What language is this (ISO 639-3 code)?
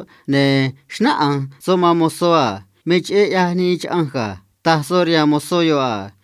trc